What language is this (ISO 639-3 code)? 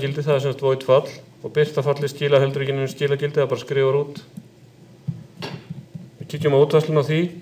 isl